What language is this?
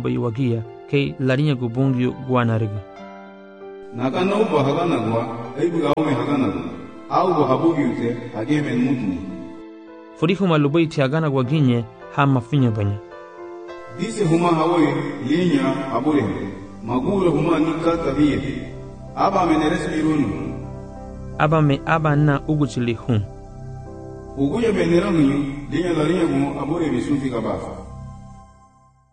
Garifuna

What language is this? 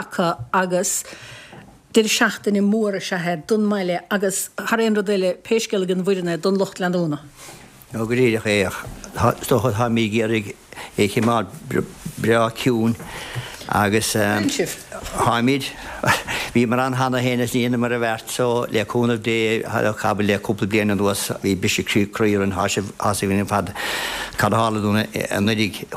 Irish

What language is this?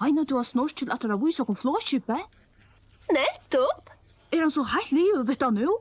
Faroese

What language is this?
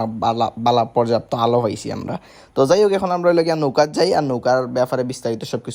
Sylheti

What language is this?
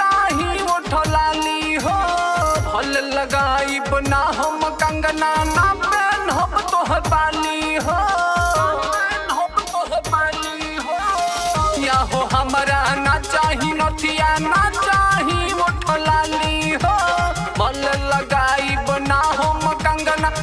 Bhojpuri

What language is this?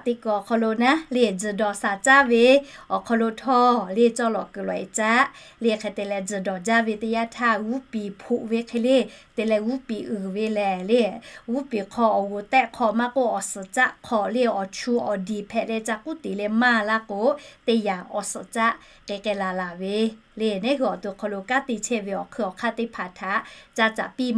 Lahu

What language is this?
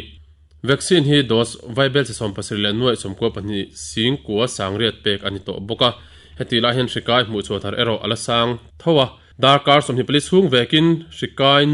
Mizo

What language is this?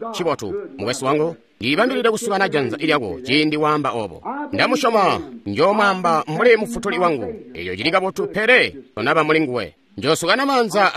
Tonga (Zambia)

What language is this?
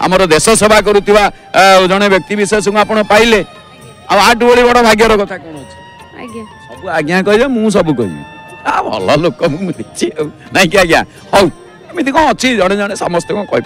Odia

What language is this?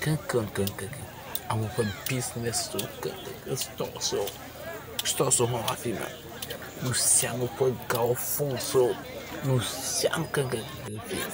Ewe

